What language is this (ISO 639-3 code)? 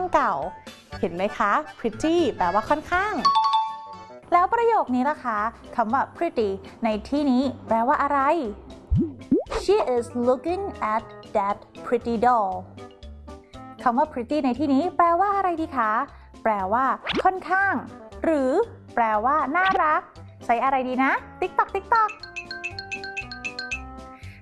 tha